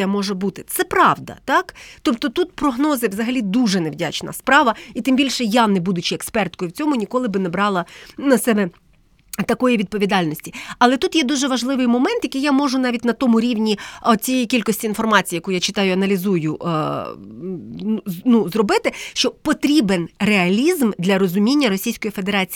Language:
Ukrainian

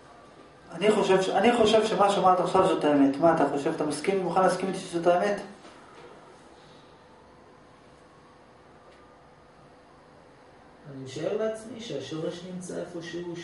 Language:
Hebrew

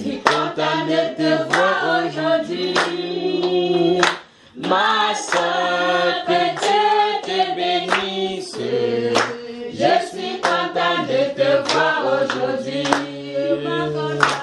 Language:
French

